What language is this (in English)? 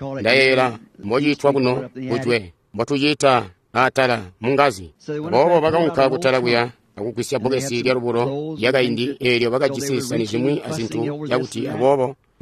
Tonga (Zambia)